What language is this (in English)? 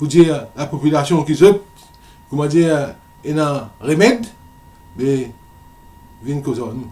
Morisyen